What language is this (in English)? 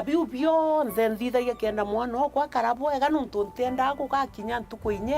Meru